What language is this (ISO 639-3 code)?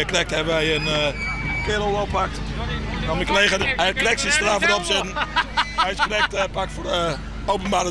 fry